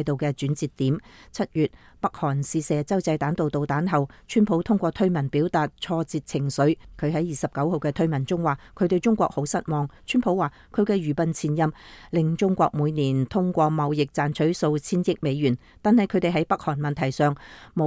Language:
Cantonese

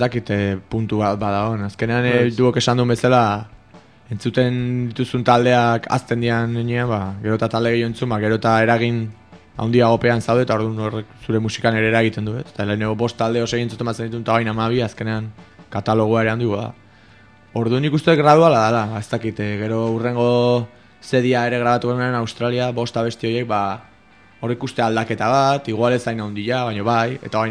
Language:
Basque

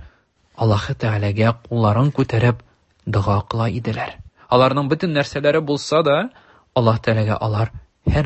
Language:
Tatar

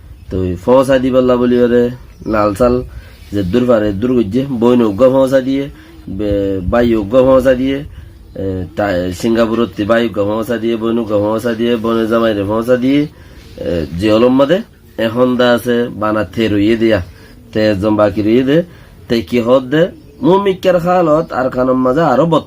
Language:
Rohingya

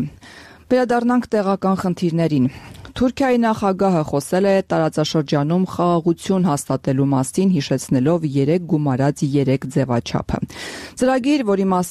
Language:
Armenian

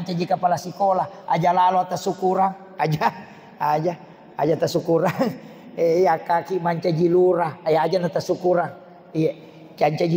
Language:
Buginese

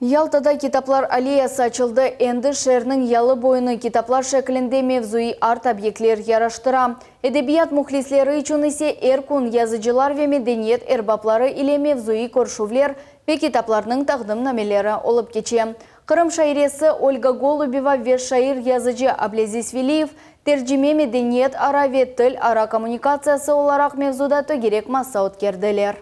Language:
Crimean Tatar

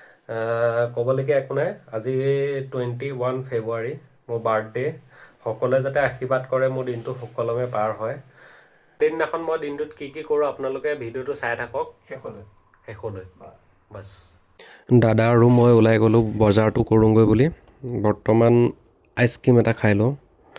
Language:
Assamese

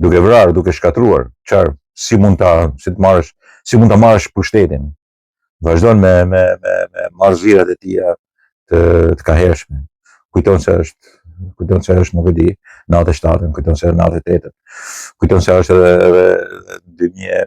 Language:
Albanian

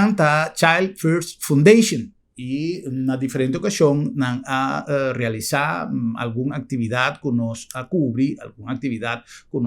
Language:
Papiamento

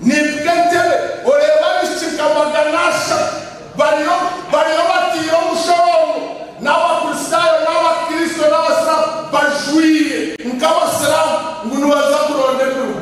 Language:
Nyankole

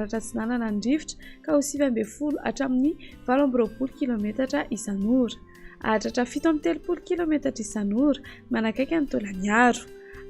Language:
Malagasy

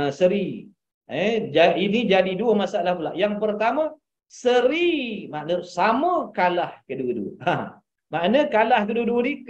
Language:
Malay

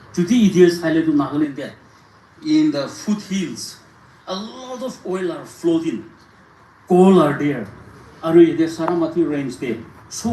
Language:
Naga Pidgin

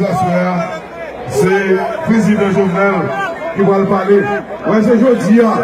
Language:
Haitian Creole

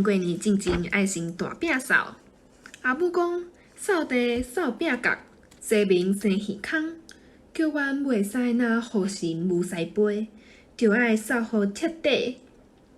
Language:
Min Nan Chinese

